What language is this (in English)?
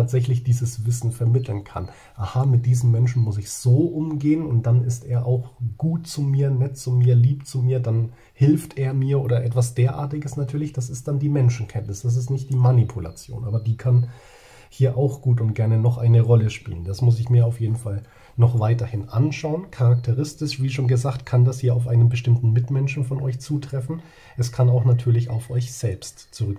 German